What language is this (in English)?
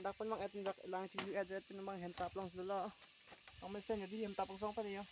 Karbi